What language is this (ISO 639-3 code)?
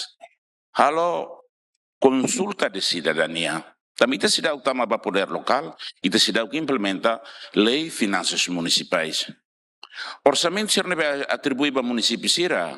tet